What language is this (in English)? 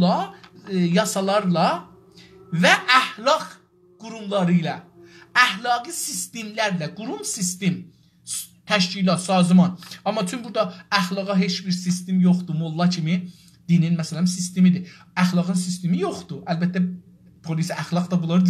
South Azerbaijani